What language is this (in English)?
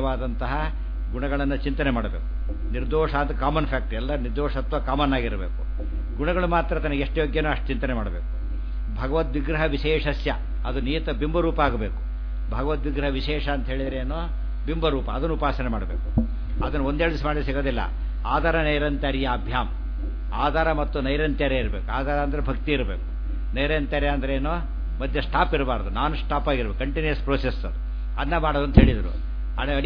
Kannada